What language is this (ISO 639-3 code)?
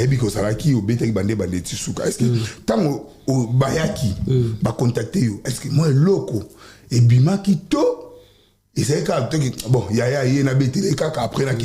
lin